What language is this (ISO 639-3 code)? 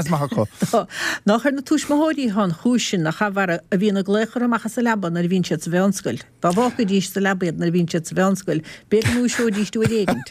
gle